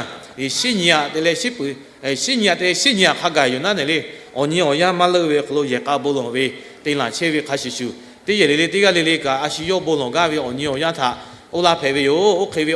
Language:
Lahu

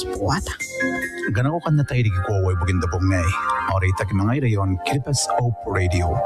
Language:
Gilbertese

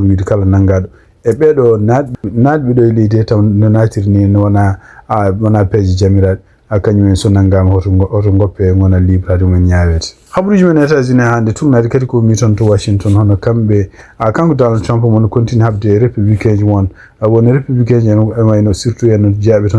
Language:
Fula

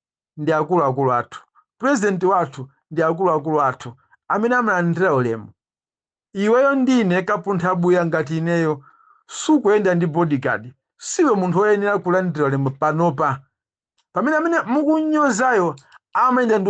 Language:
Nyanja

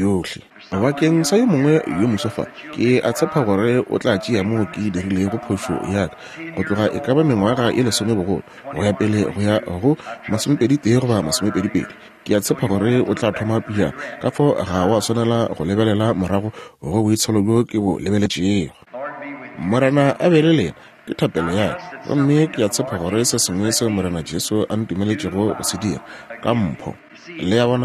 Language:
Northern Sotho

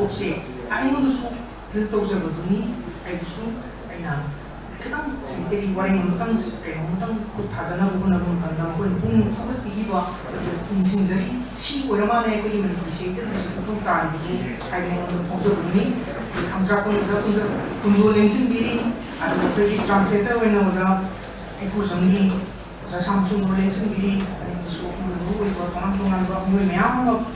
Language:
Manipuri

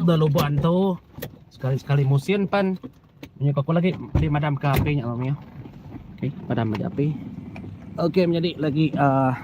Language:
Iban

